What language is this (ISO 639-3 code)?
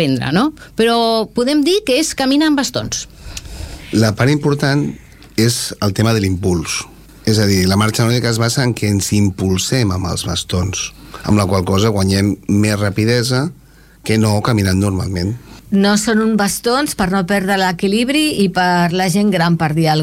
cat